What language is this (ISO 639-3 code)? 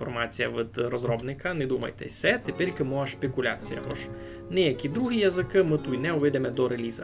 rue